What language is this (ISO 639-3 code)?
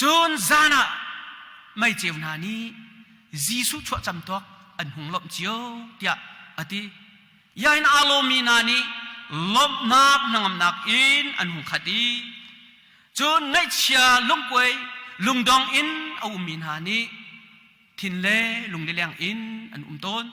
cnh